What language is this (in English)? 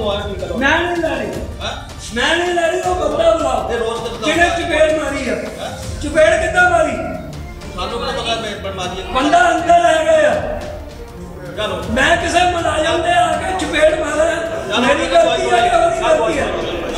Punjabi